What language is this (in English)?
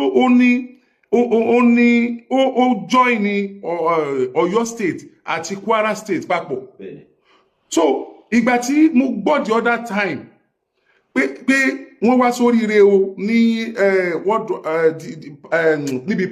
Yoruba